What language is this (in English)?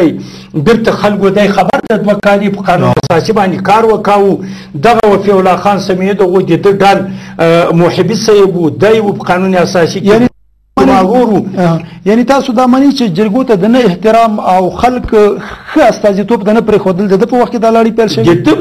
Pashto